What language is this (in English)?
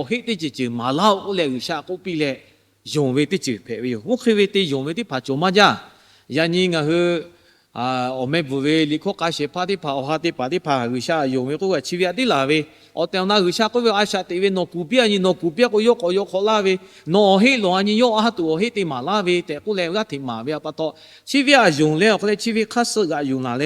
Lahu